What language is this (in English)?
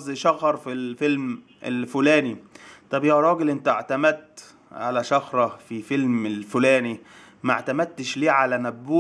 Egyptian Arabic